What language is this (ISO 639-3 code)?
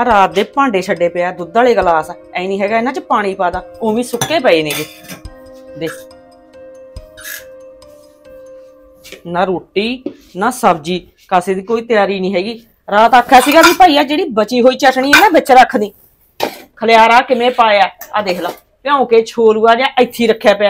pan